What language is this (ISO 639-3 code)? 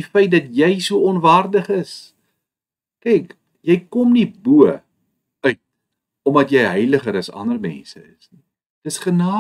afr